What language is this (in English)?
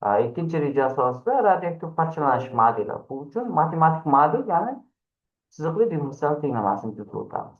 Uzbek